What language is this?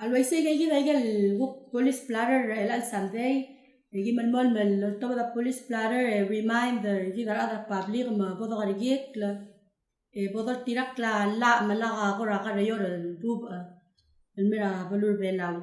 Palauan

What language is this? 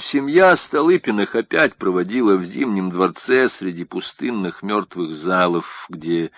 Russian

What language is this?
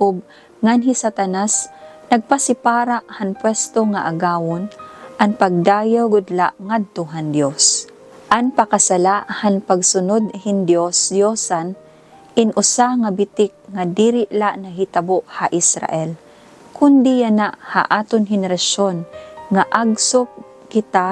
Waray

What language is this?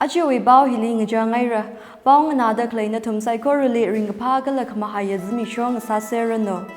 Tangkhul Naga (India)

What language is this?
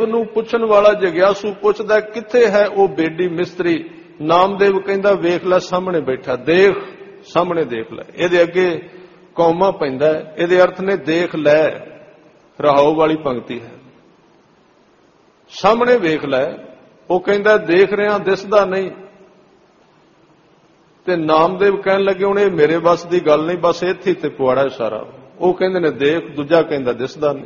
Punjabi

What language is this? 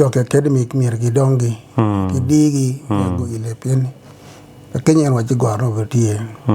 Acoli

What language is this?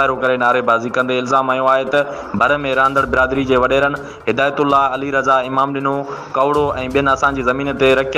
Sindhi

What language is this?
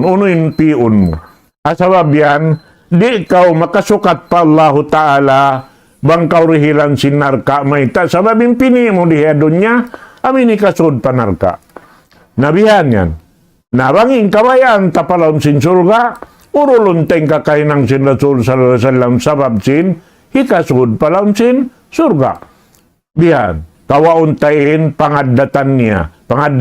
Tausug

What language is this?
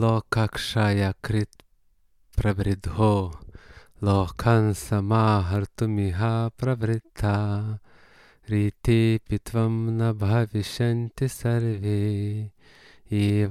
Lithuanian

